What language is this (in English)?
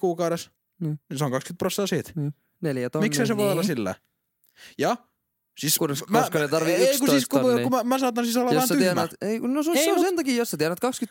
Finnish